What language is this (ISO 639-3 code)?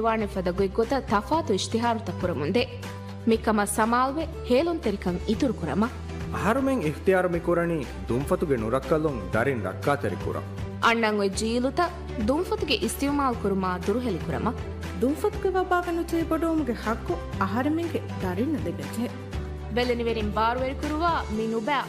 div